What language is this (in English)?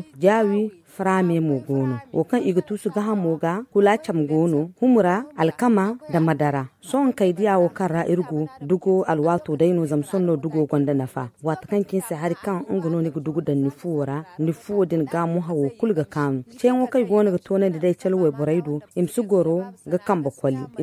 Zarma